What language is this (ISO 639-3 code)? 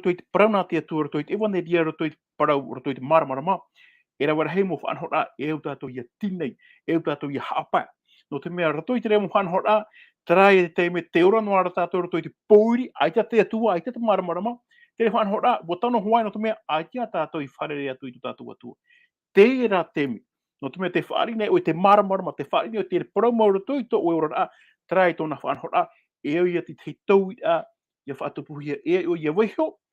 tah